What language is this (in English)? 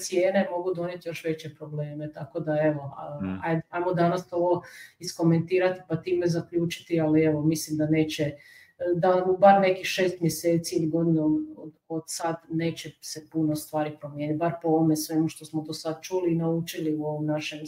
Croatian